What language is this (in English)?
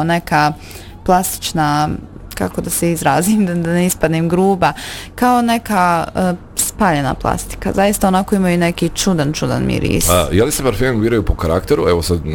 Bosnian